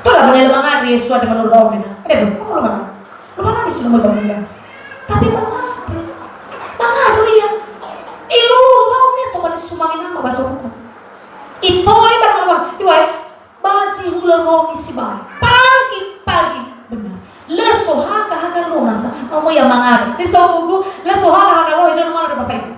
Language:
Nias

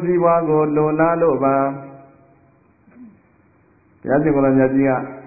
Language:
Burmese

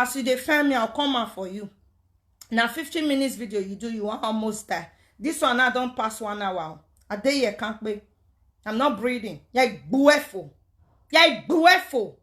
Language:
Nigerian Pidgin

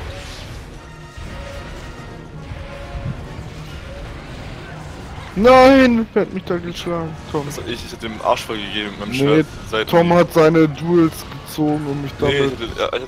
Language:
German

